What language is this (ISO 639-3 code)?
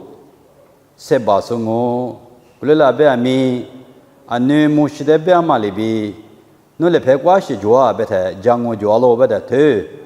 lis